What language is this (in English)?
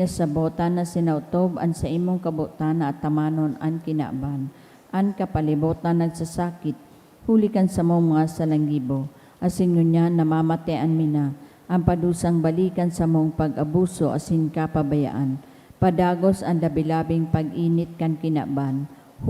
Bikol